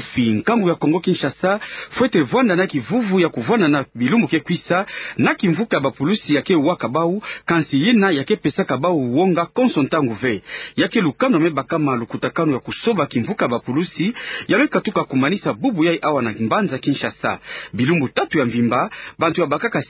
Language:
Kituba (Democratic Republic of Congo)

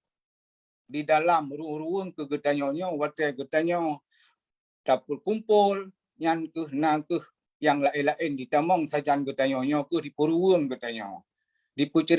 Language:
Achinese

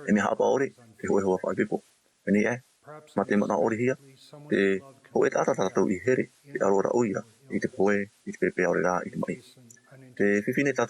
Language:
Tahitian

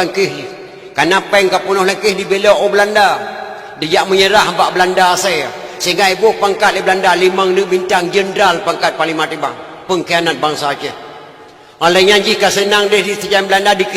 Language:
Achinese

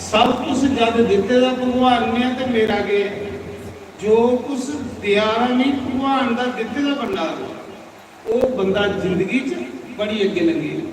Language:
Dogri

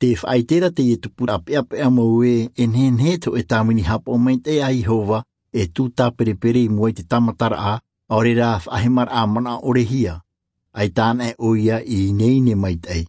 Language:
Tahitian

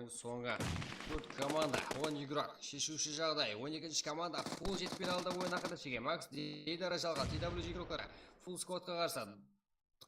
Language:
Kara-Kalpak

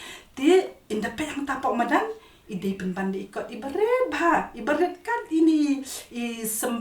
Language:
Khasi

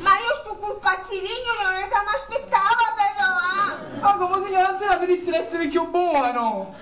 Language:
Sicilian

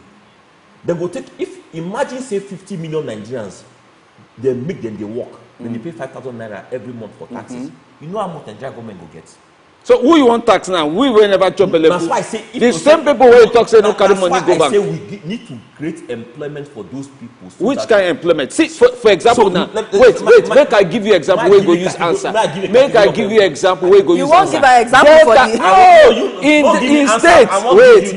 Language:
Nigerian Pidgin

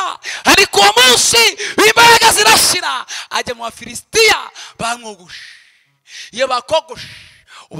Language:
Kinyarwanda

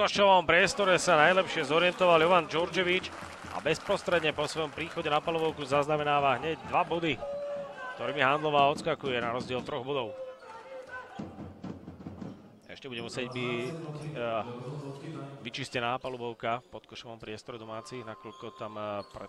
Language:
Slovak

